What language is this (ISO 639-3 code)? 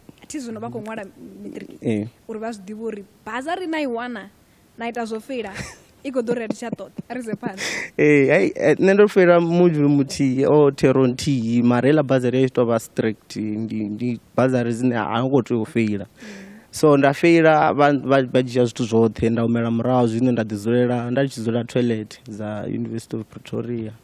ven